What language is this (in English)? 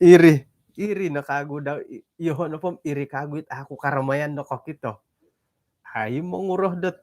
Central Dusun